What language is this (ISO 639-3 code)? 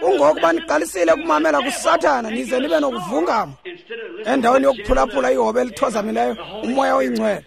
xho